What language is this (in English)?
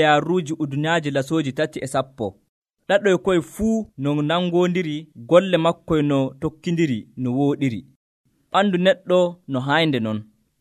Nigerian Fulfulde